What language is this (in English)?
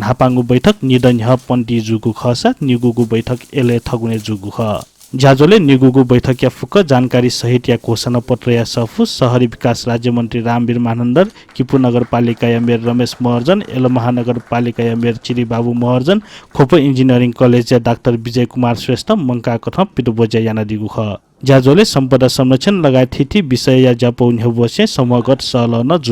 Newari